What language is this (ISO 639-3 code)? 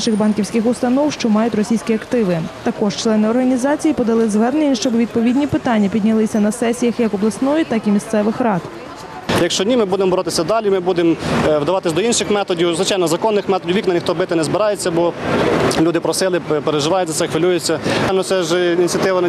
ukr